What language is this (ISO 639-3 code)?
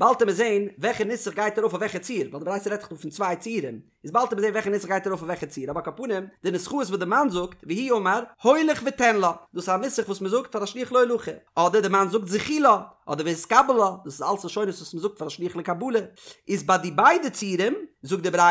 yid